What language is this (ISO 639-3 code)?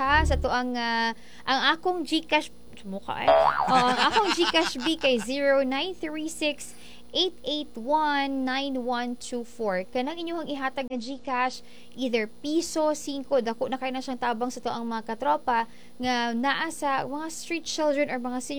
ceb